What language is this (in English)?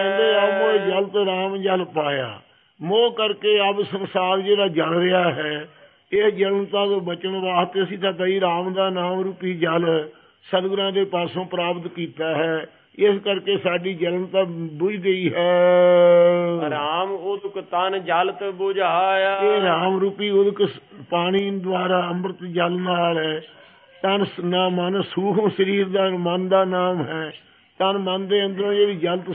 Punjabi